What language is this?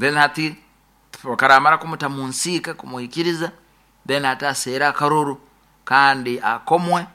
Nyoro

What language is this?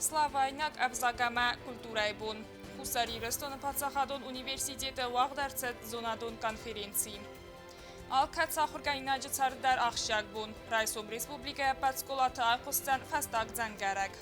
Ossetic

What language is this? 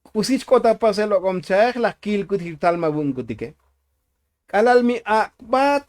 Tzotzil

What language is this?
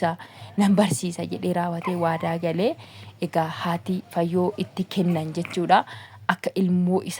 Oromo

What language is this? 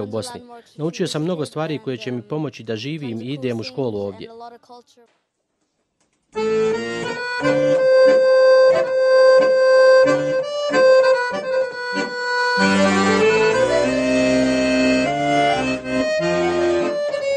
Bosnian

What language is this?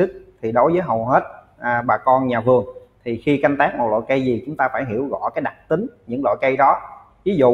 Vietnamese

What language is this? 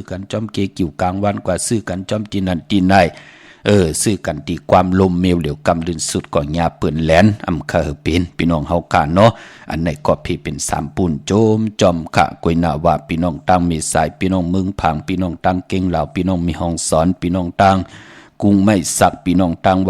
Shan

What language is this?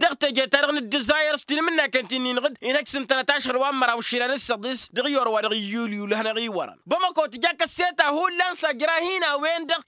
Tamasheq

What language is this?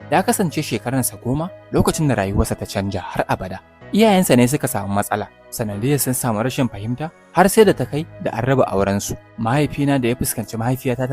Hausa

